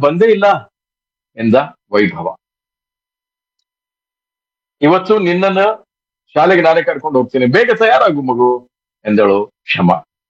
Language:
Kannada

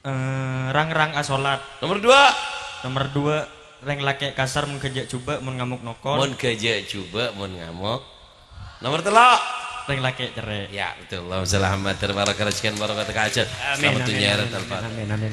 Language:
Madurese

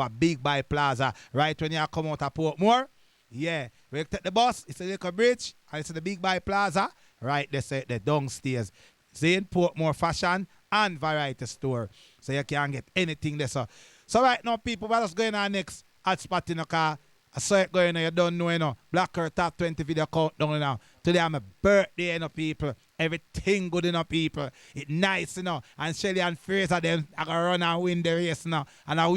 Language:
Jamaican Creole English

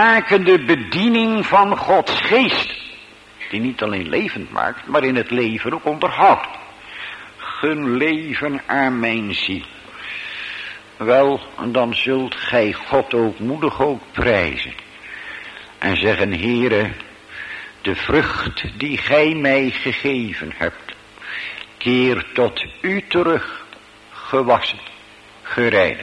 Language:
Dutch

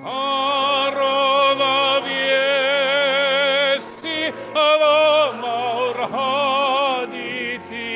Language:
Welsh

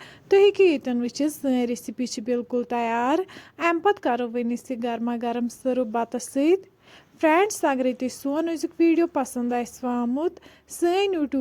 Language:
Kashmiri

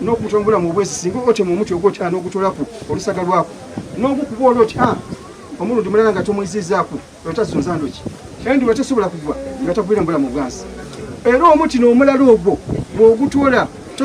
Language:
Soga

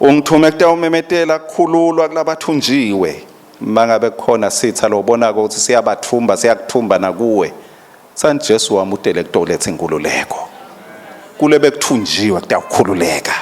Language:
Swati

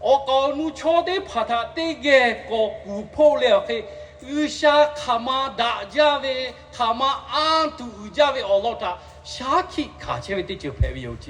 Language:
Lahu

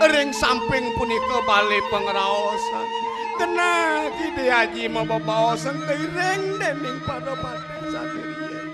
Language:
Balinese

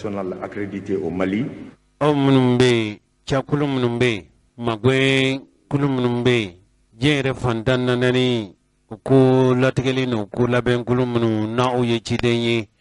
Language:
Bambara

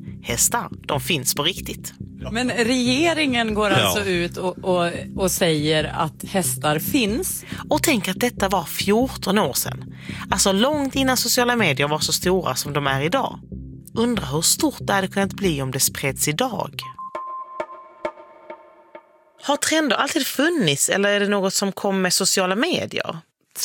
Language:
Swedish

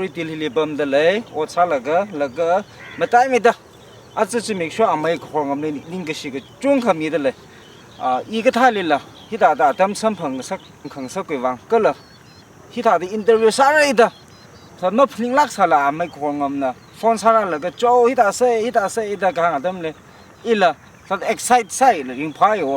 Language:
Tangkhul Naga (India)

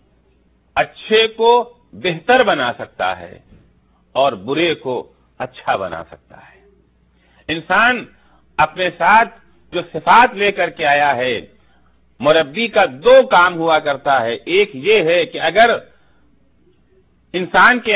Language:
Urdu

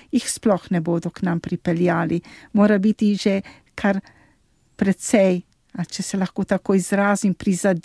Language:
Slovenian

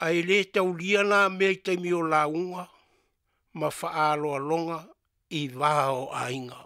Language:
Samoan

